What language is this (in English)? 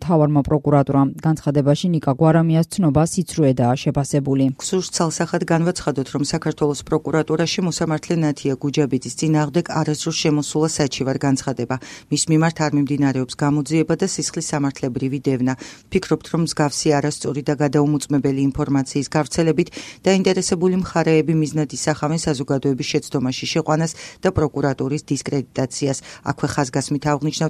Georgian